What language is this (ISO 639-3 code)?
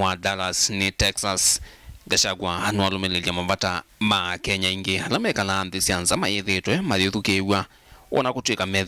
kam